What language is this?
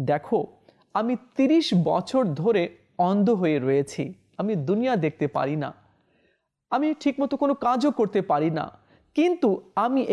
Bangla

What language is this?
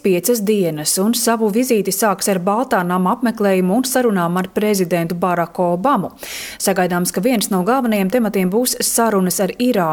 Latvian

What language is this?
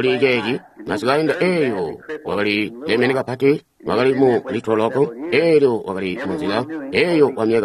Tonga (Zambia)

